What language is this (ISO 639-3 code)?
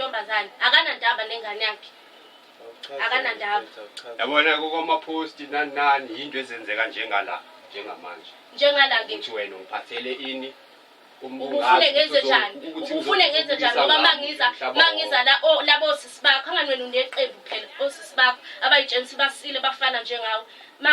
zul